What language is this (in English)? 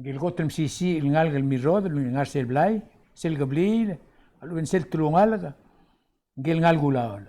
Palauan